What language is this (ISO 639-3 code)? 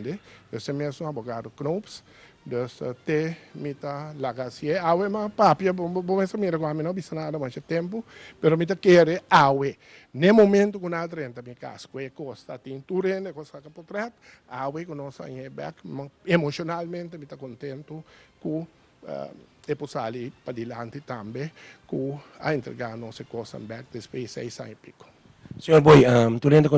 pap